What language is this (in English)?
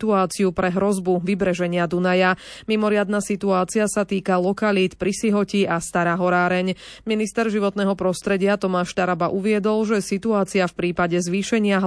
Slovak